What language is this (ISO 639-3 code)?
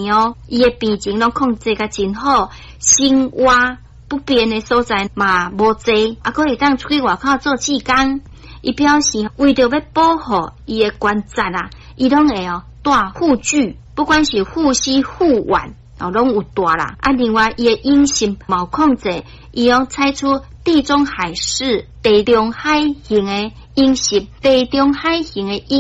nan